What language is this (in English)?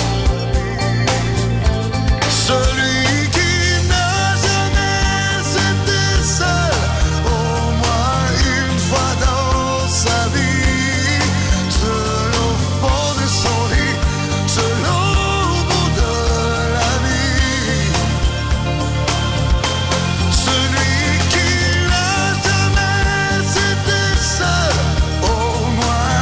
French